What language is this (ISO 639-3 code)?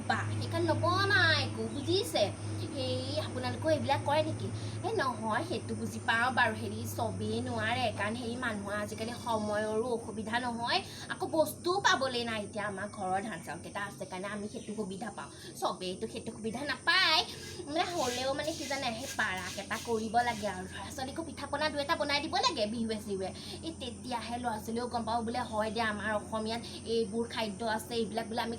asm